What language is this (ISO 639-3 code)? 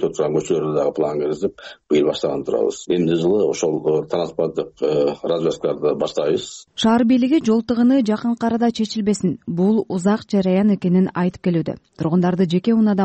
kir